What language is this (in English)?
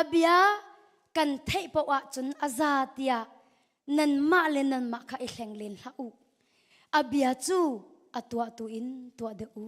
Hakha Chin